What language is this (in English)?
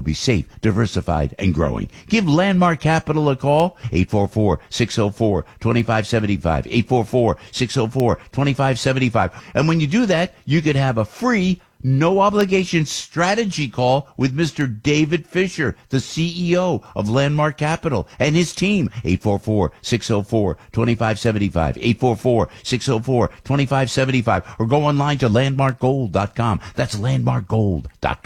English